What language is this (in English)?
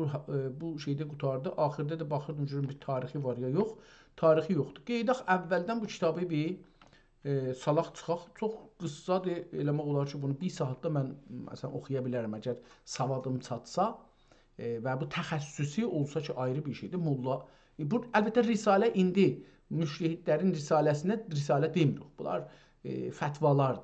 South Azerbaijani